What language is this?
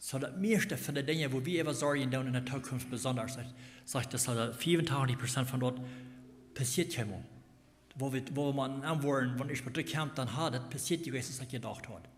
Plautdietsch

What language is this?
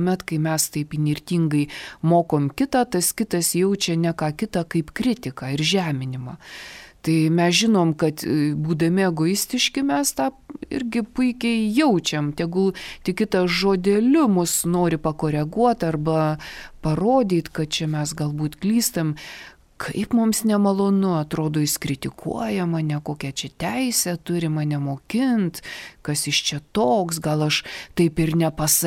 Lithuanian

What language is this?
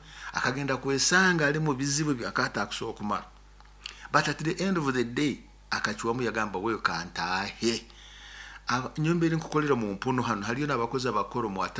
Nyoro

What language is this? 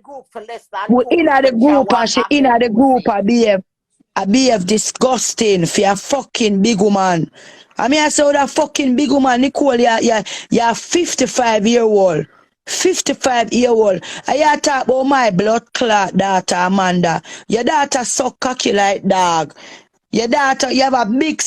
Jamaican Creole English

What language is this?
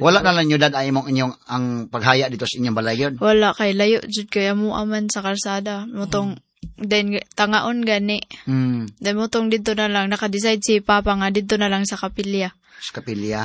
Cebuano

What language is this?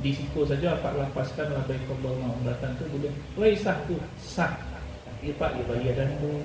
Minangkabau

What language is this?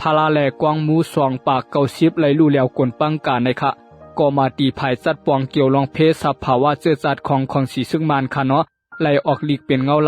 Shan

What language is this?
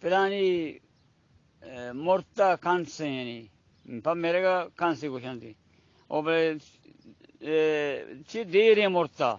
Baluchi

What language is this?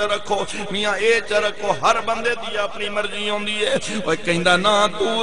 Saraiki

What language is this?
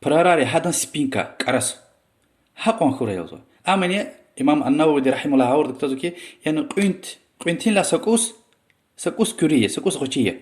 Lezghian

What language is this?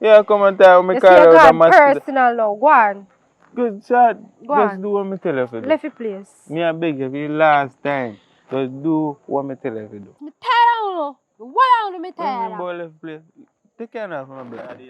Jamaican Creole English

